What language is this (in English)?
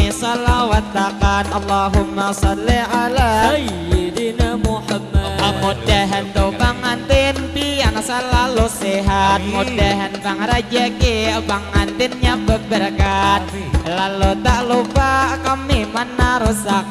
Banjar